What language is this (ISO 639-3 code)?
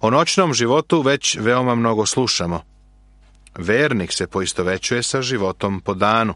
srp